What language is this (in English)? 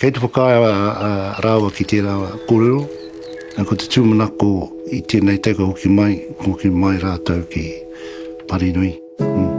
Māori